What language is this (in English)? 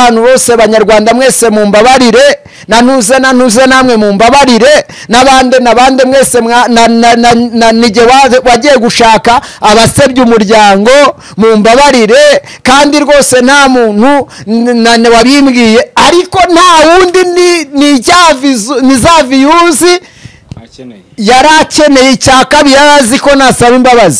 Kinyarwanda